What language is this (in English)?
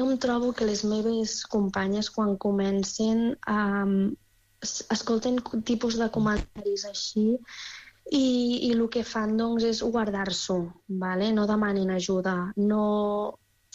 Catalan